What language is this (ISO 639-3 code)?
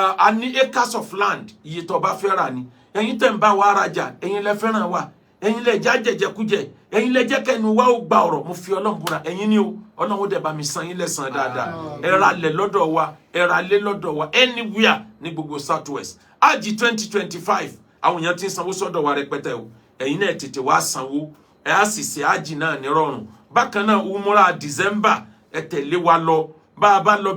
yor